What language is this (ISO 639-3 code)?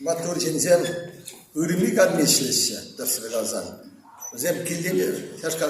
chv